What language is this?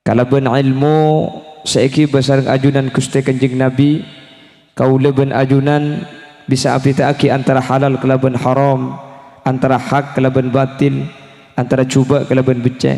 Madurese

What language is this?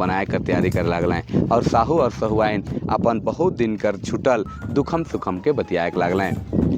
Sadri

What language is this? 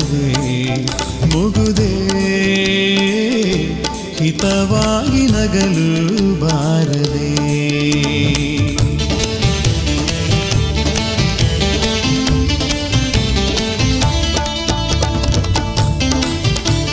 Kannada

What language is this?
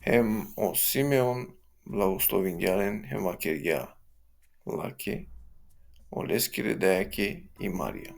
Balkan Romani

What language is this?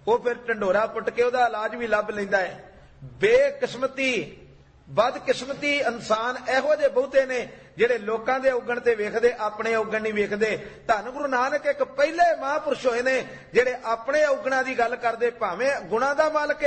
Punjabi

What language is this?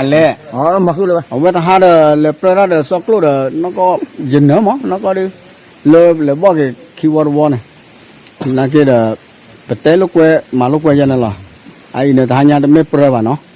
S'gaw Karen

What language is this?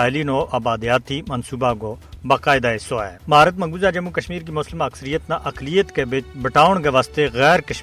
Gujari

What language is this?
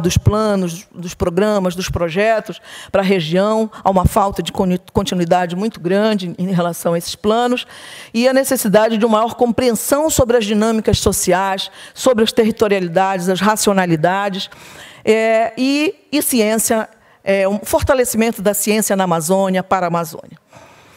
Portuguese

